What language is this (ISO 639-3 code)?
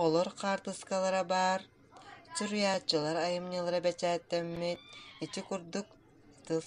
sah